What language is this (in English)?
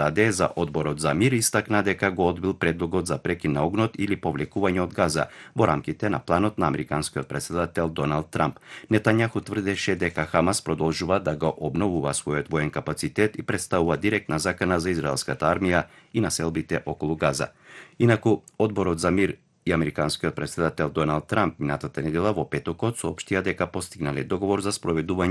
Macedonian